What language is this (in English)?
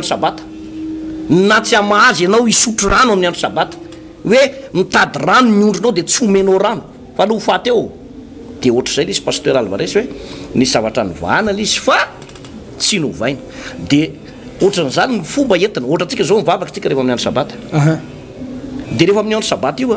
Malagasy